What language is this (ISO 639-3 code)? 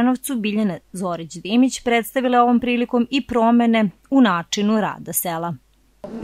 srp